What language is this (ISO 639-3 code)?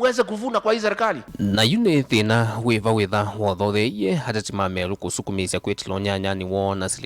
kam